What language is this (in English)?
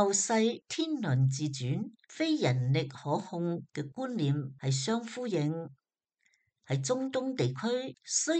Cantonese